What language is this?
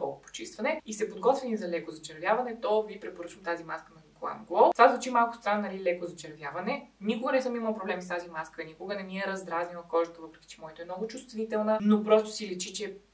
Bulgarian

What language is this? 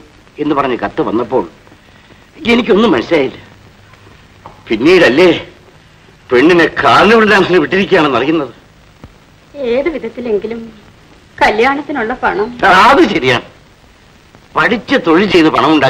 Malayalam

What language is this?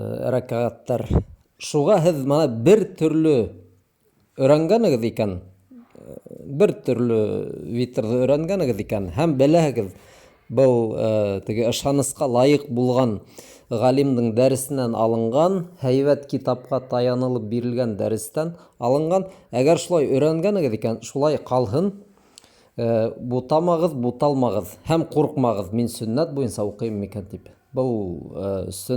Bashkir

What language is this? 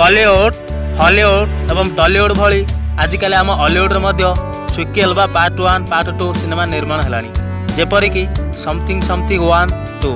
Odia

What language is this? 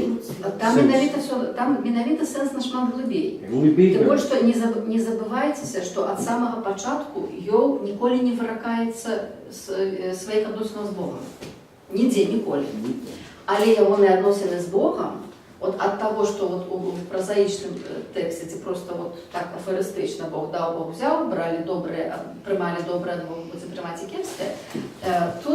Belarusian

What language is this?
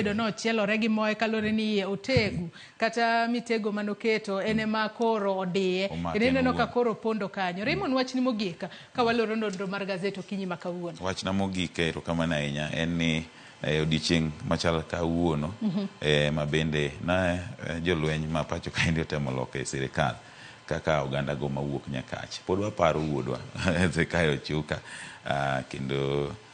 Luo (Kenya and Tanzania)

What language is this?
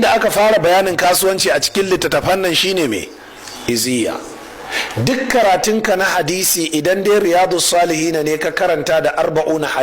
Hausa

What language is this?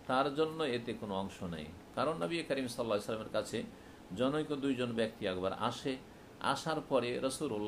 Bangla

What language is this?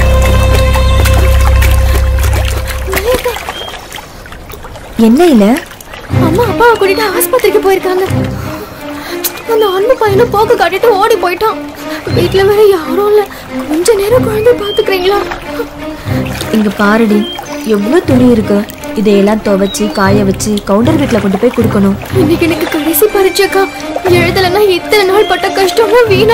Tamil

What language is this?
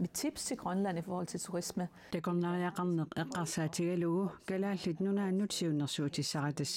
Kalaallisut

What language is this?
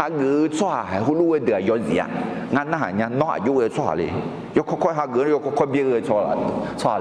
Akha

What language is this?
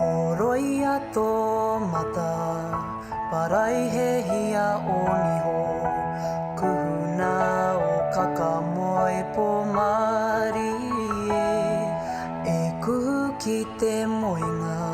Māori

